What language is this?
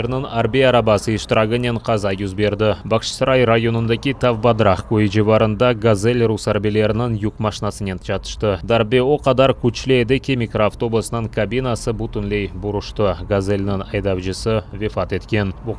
Crimean Tatar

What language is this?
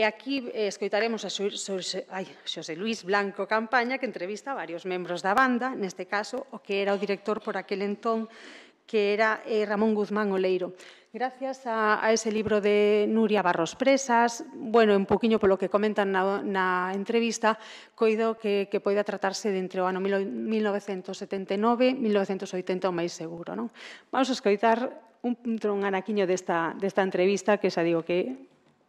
Galician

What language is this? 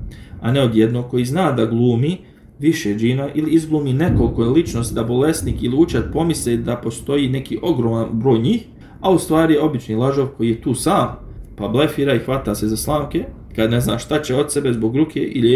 Bosnian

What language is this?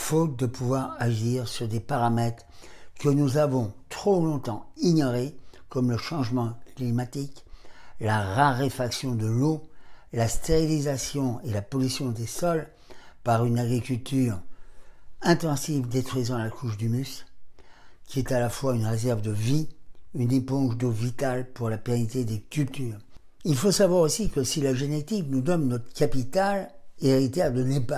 French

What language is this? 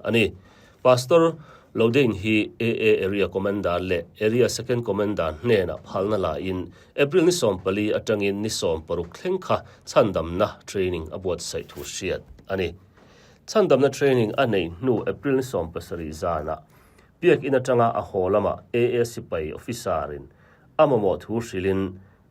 Mizo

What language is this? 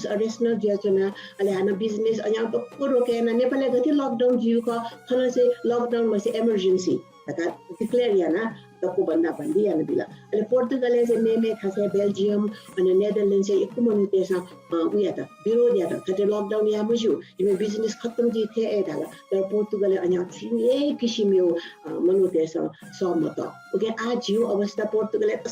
Newari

